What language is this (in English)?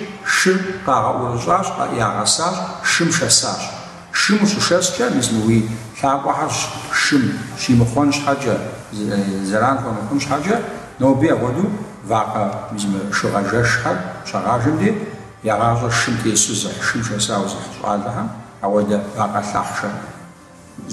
Kabardian